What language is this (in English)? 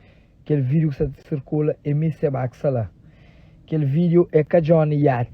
Kabuverdianu